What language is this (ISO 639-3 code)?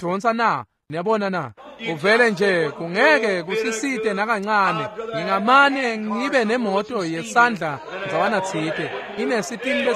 ssw